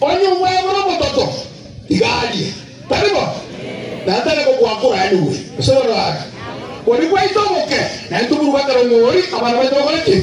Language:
Gusii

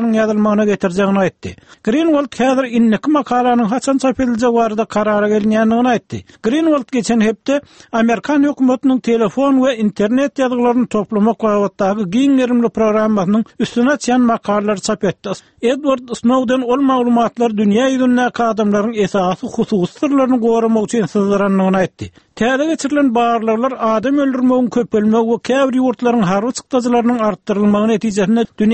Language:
Turkmen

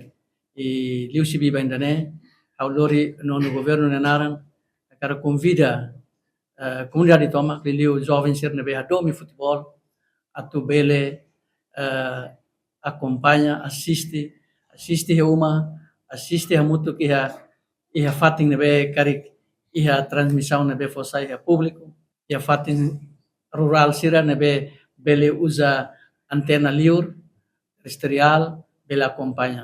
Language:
Tetum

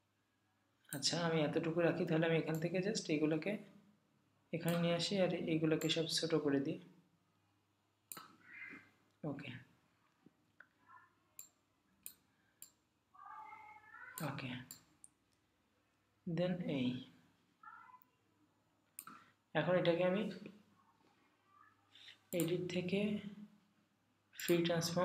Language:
Bangla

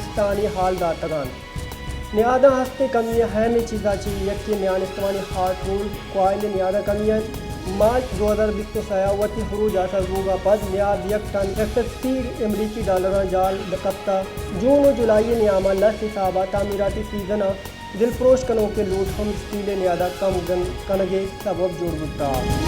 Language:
Baluchi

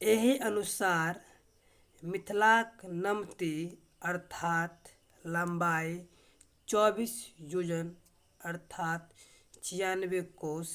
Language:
Maithili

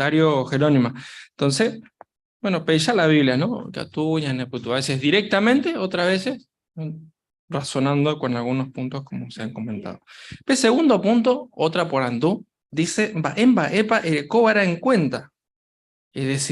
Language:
Guarani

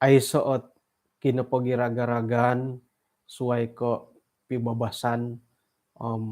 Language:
Central Dusun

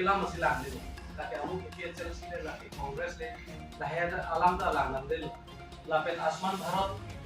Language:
Karbi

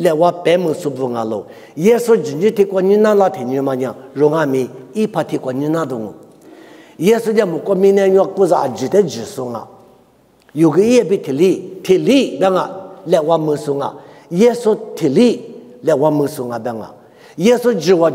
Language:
Lisu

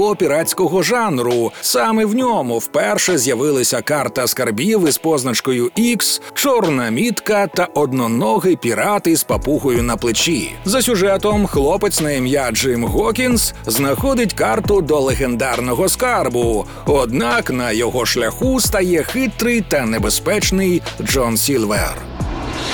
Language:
Ukrainian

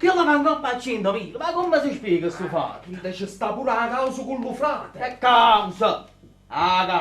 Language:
Neapolitan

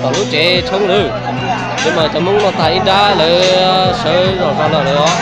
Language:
Hmong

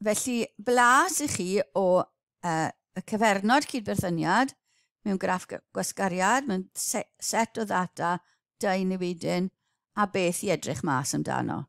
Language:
Welsh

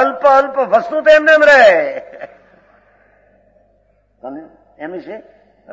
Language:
Gujarati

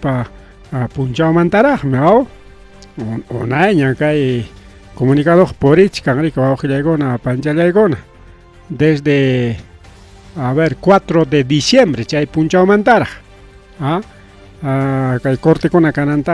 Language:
Ayacucho Quechua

